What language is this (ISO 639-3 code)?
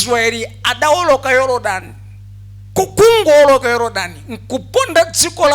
nya